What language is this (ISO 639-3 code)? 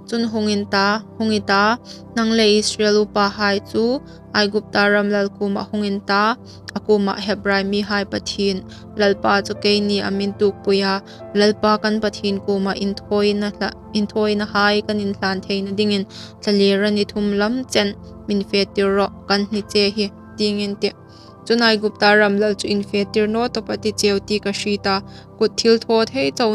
hmr